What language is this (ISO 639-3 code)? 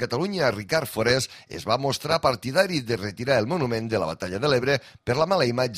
cat